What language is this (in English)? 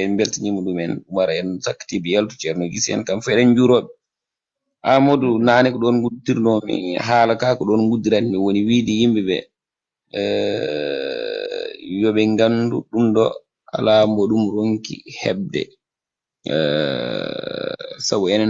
Fula